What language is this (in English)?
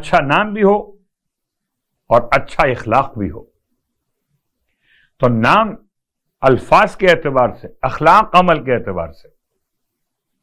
Urdu